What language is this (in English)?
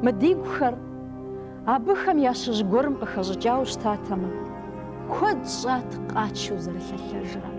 Kabardian